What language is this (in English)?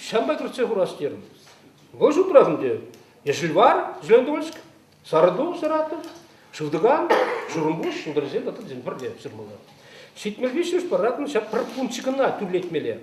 Chuvash